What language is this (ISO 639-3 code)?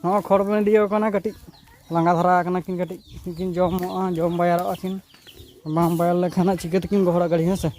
sat